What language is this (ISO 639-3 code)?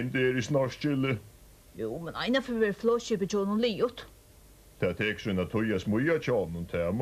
fao